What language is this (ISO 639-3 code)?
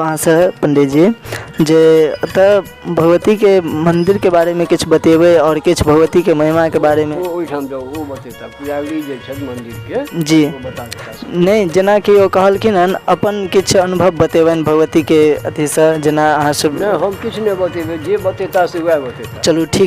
mai